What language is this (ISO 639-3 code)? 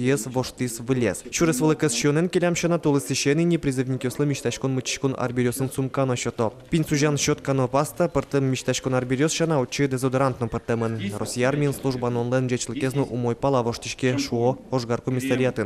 udm